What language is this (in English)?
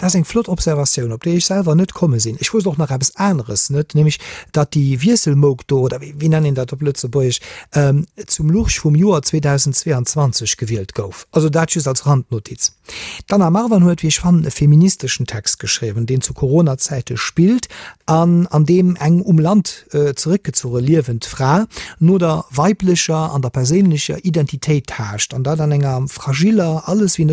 Luxembourgish